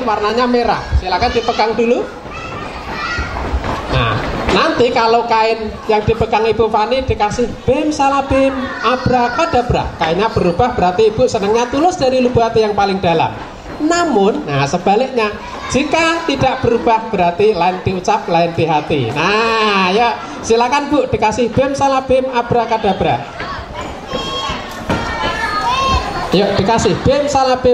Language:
Indonesian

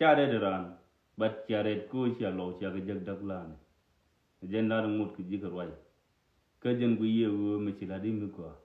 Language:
Nuer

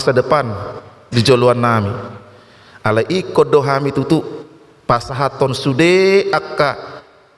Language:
Batak Toba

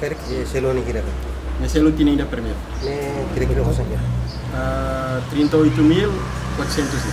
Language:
Tetum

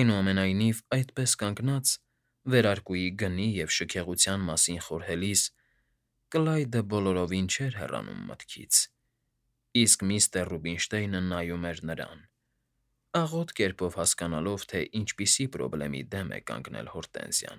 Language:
Armenian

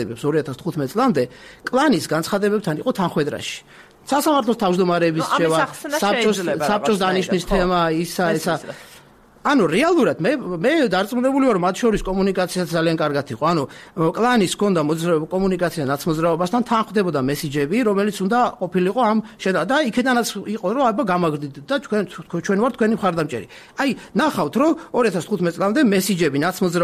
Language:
Georgian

